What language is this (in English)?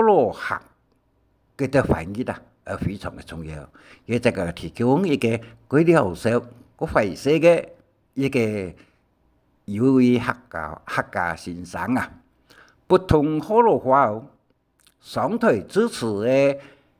Hakka Chinese